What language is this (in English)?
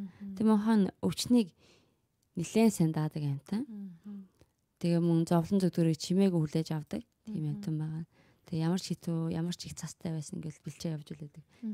Mongolian